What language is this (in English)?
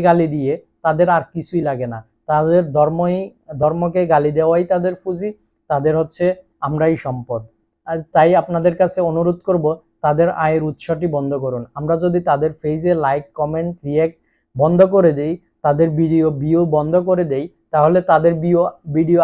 Bangla